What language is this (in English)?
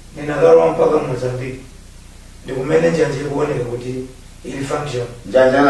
Nyanja